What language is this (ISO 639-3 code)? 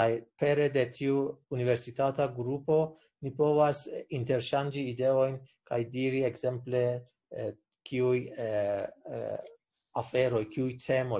epo